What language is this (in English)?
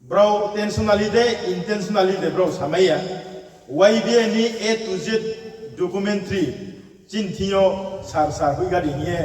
Riang (India)